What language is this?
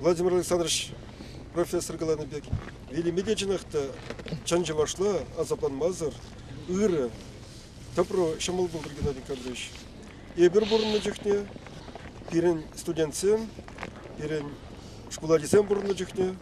Chuvash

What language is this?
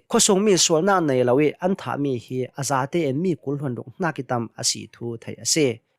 Hakha Chin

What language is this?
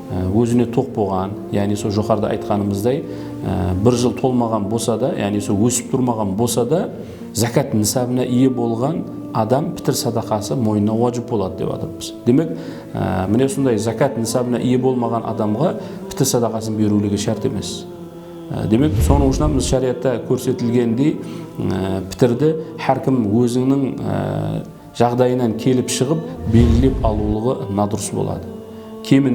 Kara-Kalpak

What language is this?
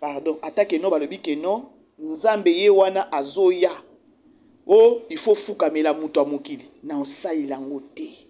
Lingala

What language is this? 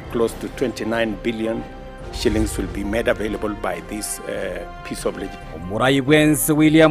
Gusii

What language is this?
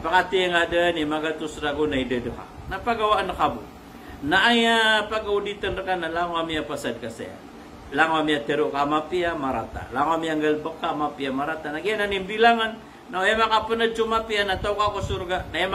Maranao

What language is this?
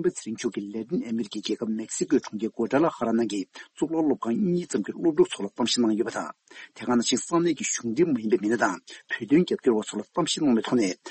Tibetan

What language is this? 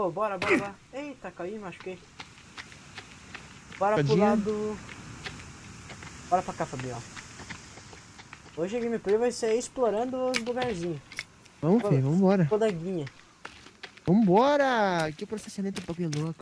Portuguese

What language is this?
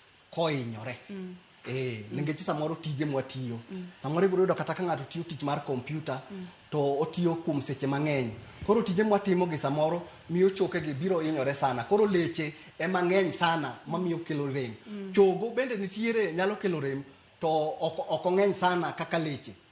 Luo (Kenya and Tanzania)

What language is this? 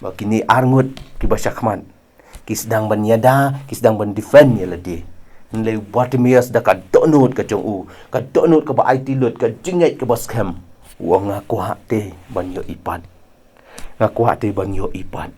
Khasi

